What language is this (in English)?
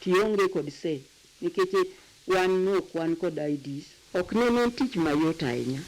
Luo (Kenya and Tanzania)